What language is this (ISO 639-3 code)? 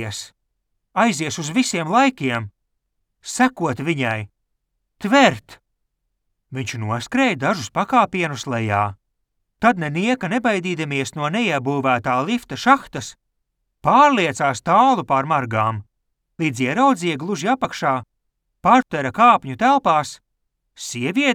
lav